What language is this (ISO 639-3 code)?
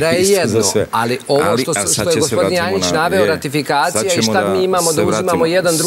srp